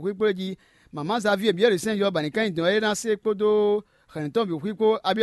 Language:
Fon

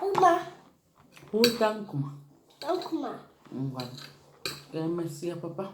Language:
Igbo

